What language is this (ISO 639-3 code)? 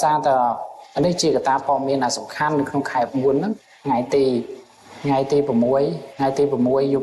khm